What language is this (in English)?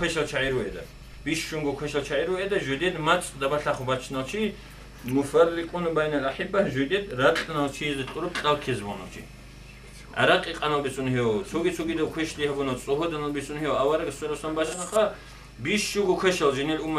Avaric